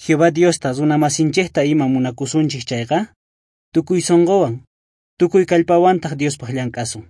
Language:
South Bolivian Quechua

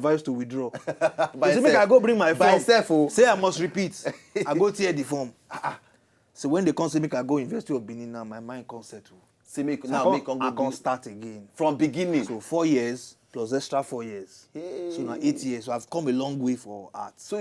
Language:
Nigerian Pidgin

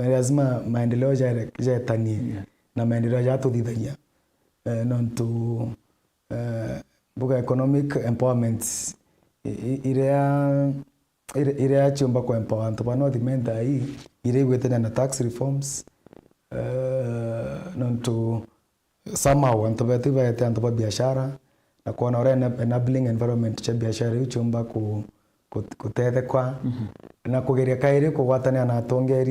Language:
Meru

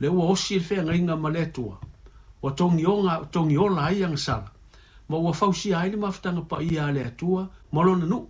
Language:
Samoan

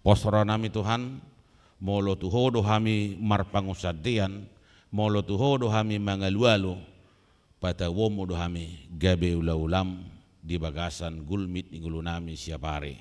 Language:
Batak Toba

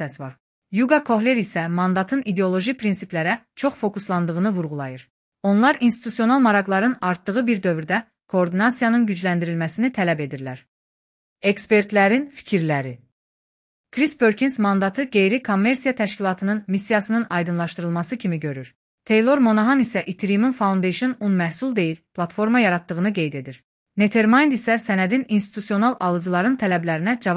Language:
Azerbaijani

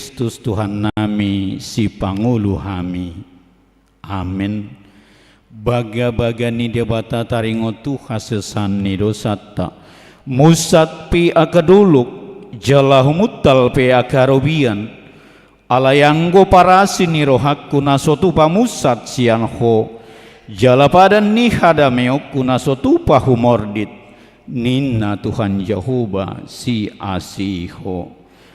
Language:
Batak Toba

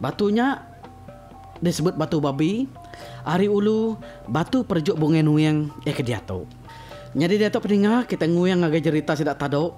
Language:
Iban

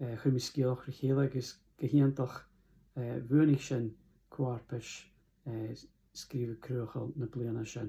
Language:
Scottish Gaelic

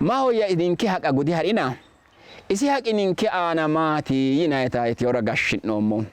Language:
Sidamo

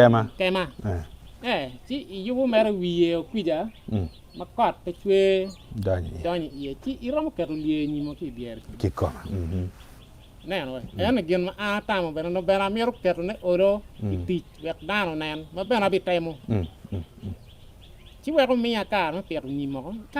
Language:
Acoli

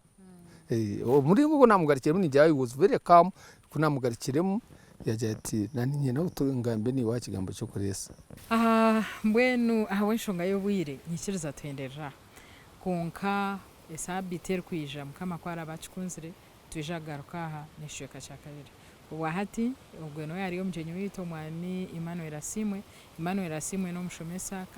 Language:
Nyankole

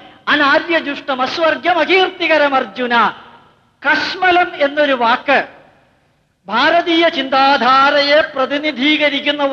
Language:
Malayalam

